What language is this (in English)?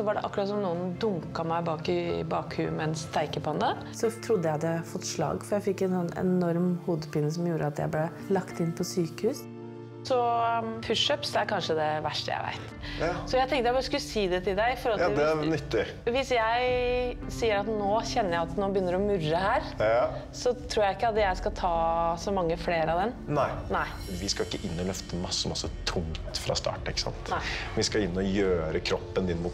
Norwegian